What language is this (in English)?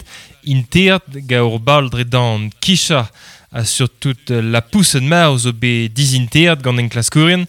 Breton